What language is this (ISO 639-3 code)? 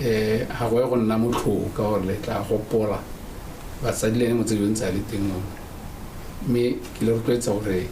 tsn